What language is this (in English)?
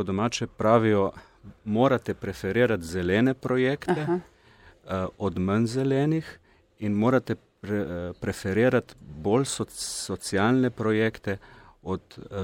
Slovenian